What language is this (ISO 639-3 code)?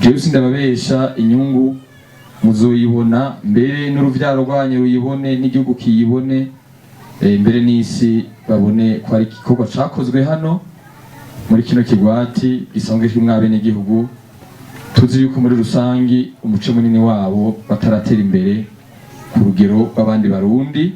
run